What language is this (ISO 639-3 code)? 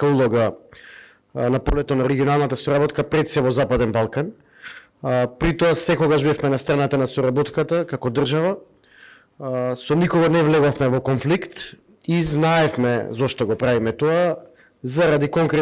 mkd